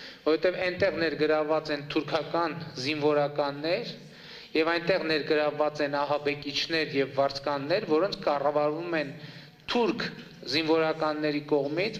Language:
Armenian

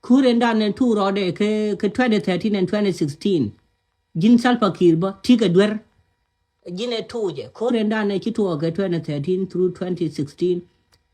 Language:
Nuer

